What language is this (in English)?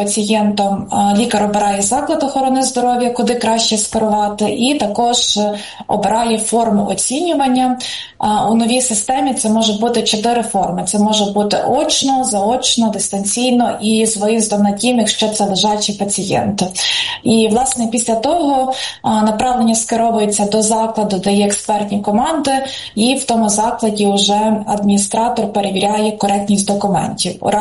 Ukrainian